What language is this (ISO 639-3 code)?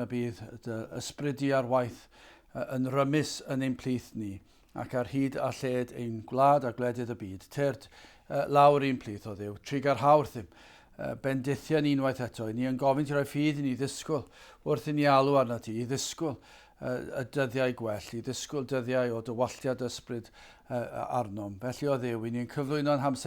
cym